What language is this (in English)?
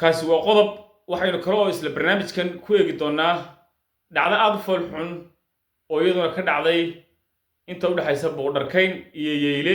Somali